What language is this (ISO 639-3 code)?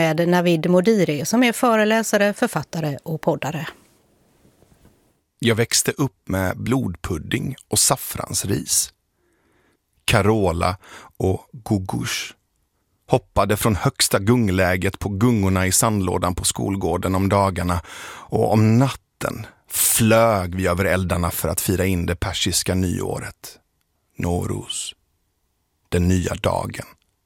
swe